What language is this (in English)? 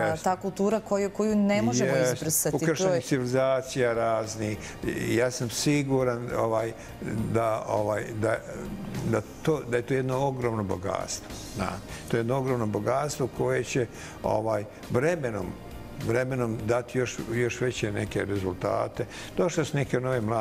Bosnian